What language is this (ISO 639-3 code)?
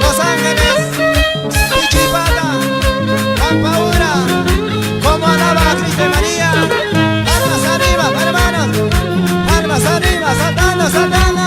quy